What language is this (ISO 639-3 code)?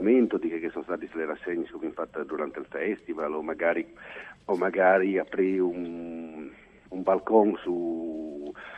fur